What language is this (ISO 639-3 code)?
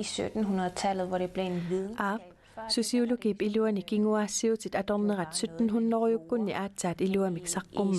kal